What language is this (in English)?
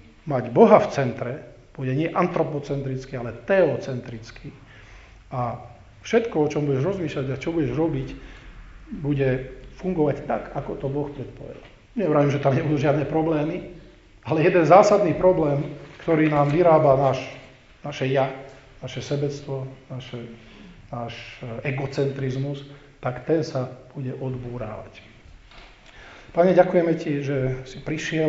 Slovak